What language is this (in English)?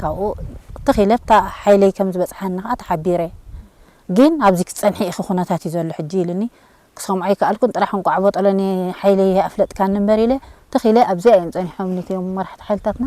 Tigrinya